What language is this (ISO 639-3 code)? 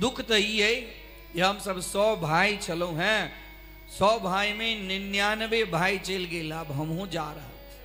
mai